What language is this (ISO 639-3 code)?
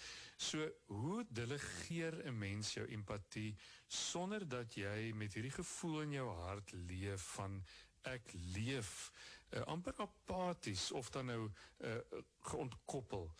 afr